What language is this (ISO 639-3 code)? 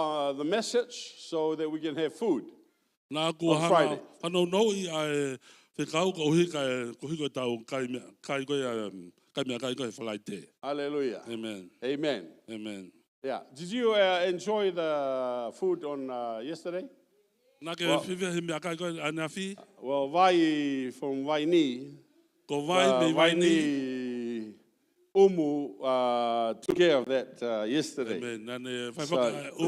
ton